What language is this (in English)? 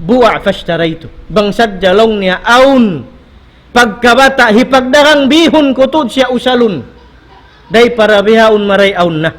Tausug